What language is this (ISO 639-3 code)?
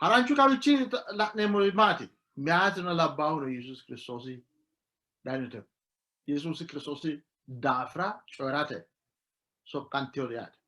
sid